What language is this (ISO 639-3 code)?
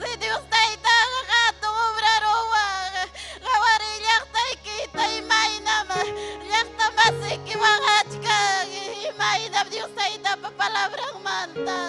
quy